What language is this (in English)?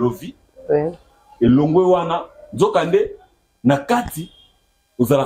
Lingala